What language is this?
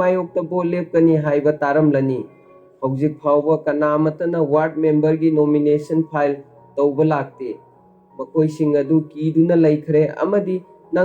Manipuri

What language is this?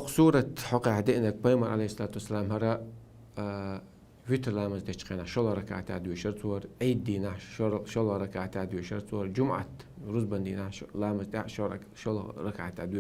Chechen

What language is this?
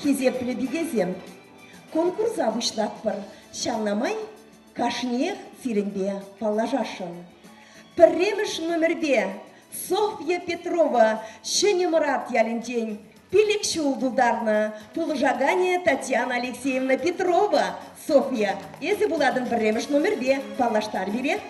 Chuvash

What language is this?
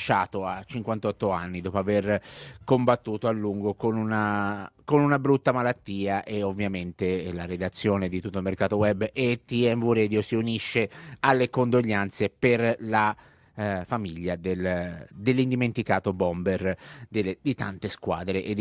Italian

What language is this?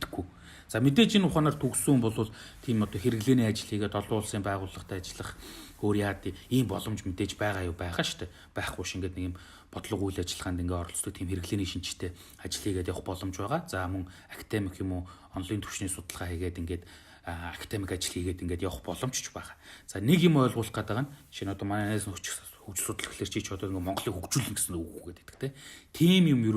Mongolian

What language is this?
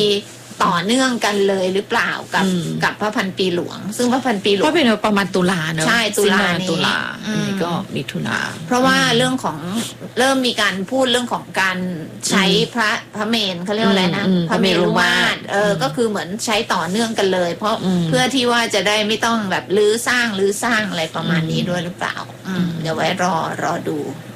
Thai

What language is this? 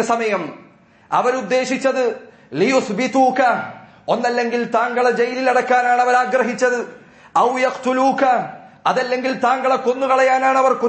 Malayalam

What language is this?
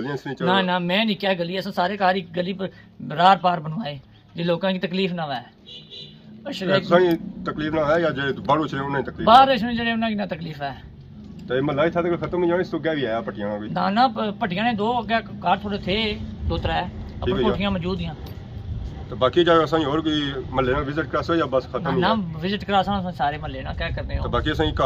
Pahari-Potwari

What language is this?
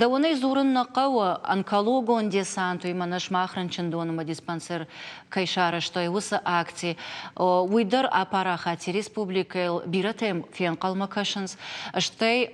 Ossetic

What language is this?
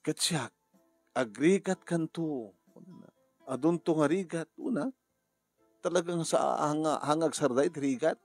Iloko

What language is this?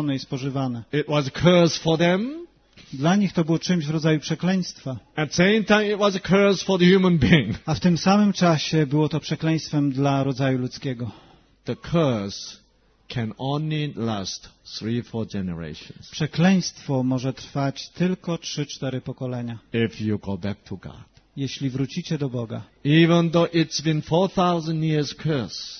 Polish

